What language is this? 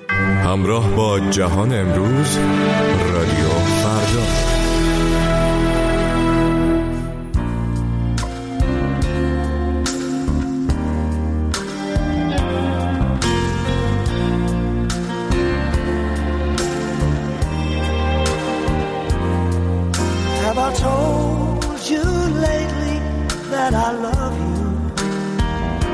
Persian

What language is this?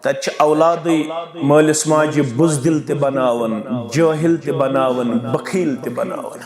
Kashmiri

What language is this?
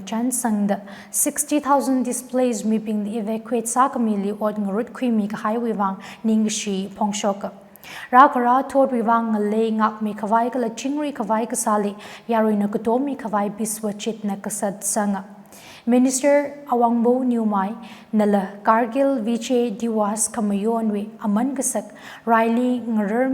Tangkhul Naga (India)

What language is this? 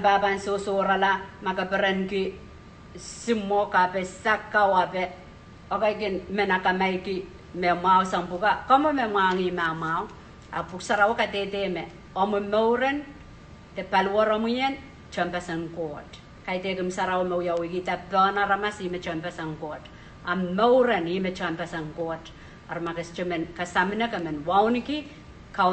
Pohnpeian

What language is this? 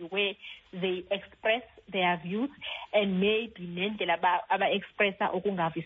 Xhosa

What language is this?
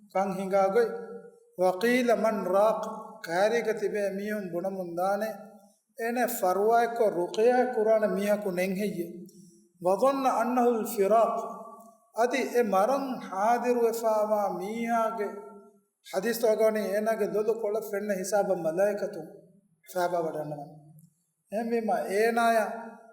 Divehi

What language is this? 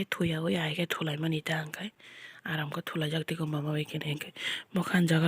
Kok Borok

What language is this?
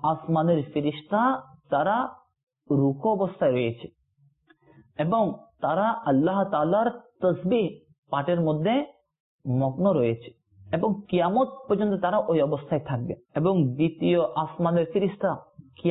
Bangla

